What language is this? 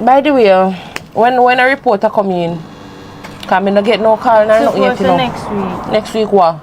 Jamaican Creole English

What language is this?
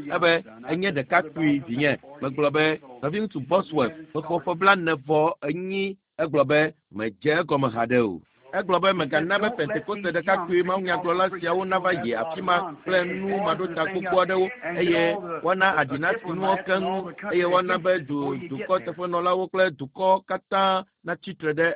Ewe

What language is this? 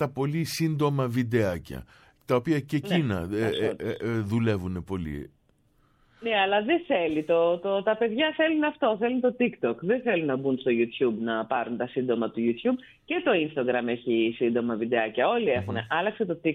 Greek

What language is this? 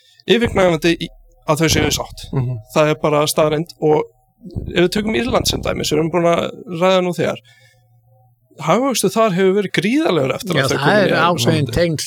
Icelandic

